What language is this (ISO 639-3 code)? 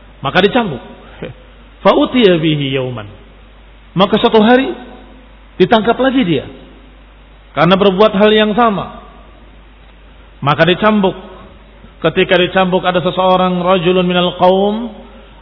ind